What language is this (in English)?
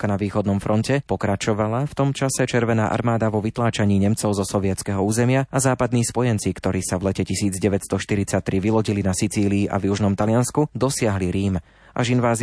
Slovak